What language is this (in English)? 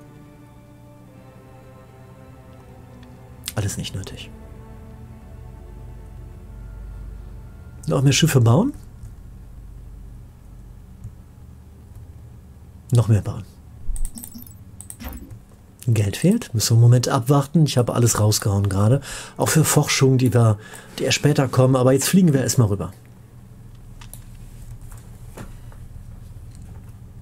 German